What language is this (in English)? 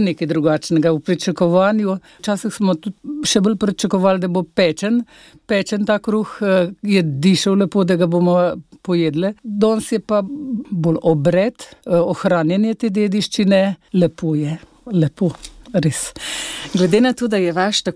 Slovenian